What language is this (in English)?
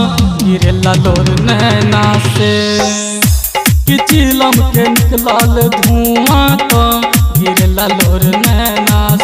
Bhojpuri